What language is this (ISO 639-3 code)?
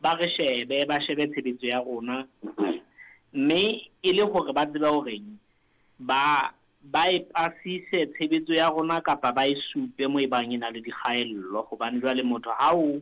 sot